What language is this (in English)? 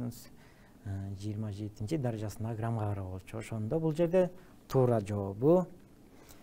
Kyrgyz